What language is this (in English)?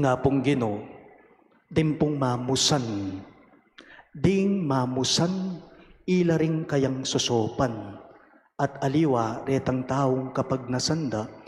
Pampanga